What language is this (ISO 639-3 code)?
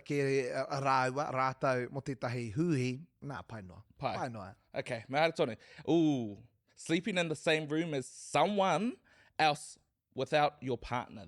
mri